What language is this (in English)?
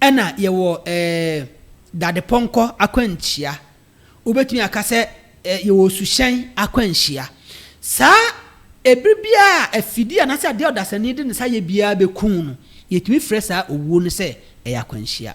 Akan